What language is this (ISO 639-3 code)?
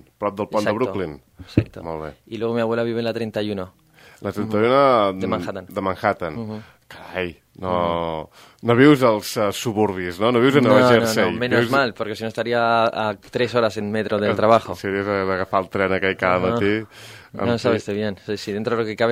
cat